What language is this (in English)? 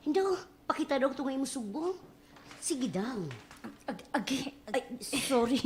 Waray